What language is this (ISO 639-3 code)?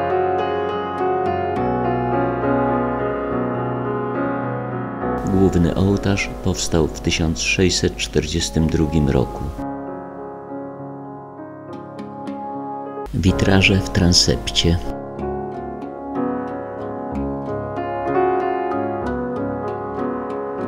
pol